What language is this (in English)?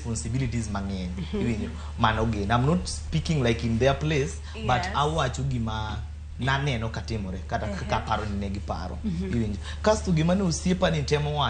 Luo (Kenya and Tanzania)